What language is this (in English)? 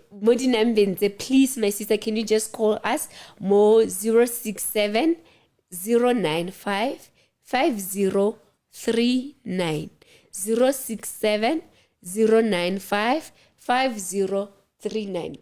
Southern Sotho